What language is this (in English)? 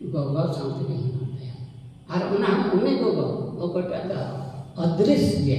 Santali